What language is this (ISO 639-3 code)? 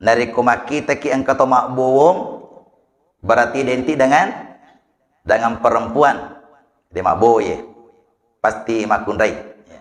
bug